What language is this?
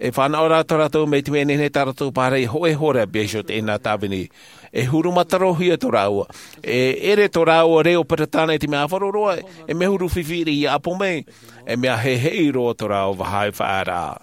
Tahitian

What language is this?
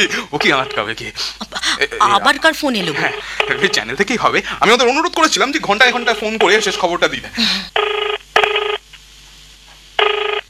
Bangla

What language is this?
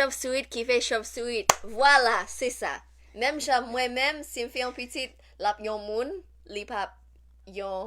Haitian Creole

